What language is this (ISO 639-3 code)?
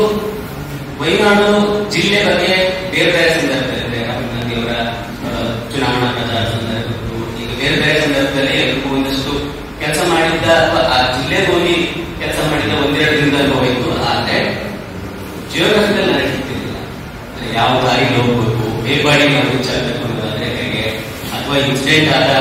kan